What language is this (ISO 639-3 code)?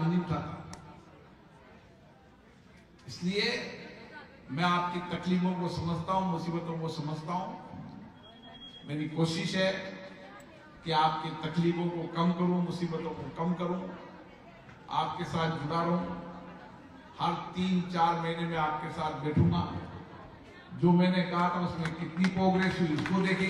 hin